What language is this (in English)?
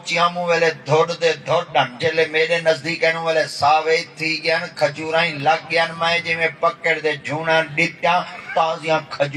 Saraiki